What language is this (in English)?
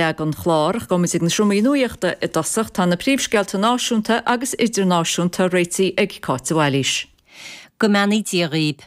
Irish